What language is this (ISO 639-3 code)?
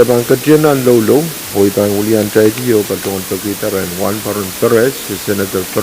pon